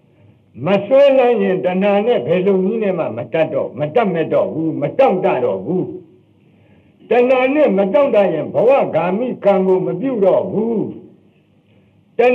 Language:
Burmese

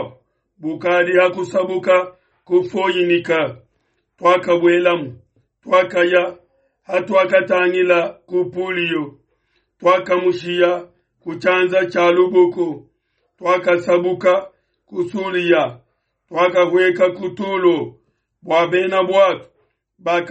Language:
Luba-Lulua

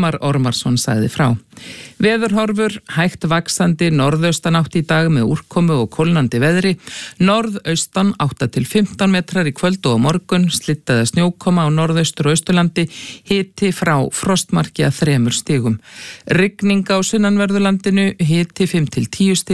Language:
Icelandic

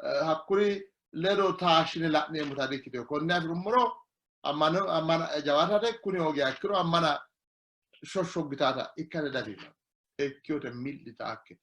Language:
Sidamo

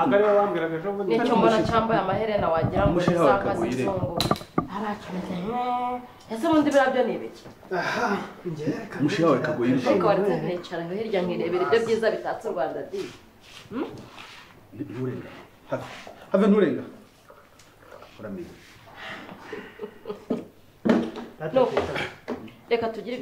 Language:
Kinyarwanda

